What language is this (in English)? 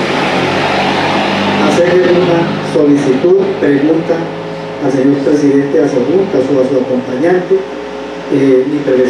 Spanish